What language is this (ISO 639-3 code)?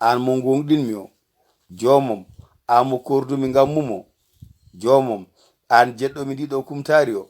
ful